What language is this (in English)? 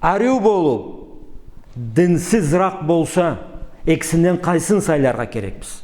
Karachay-Balkar